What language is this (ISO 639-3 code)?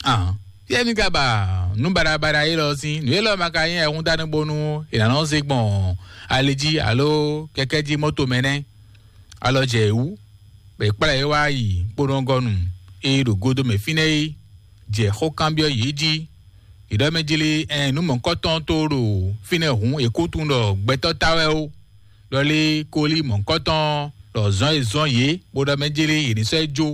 fon